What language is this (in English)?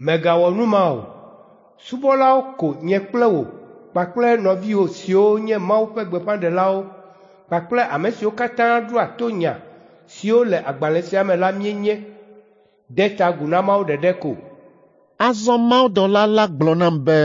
Ewe